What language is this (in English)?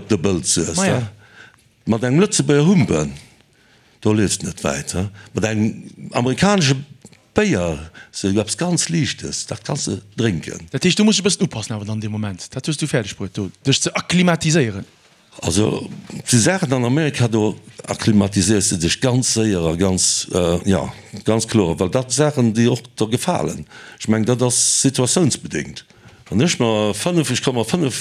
Luxembourgish